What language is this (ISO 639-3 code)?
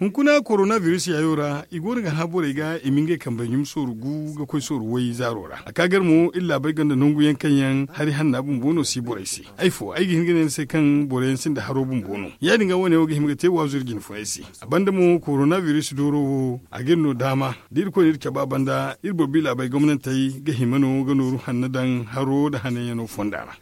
dje